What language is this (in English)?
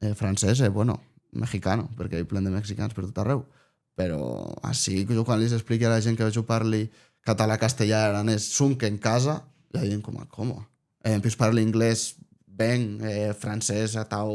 Occitan